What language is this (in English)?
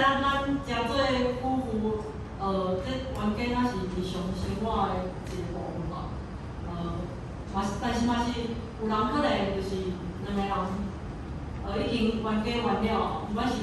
Min Nan Chinese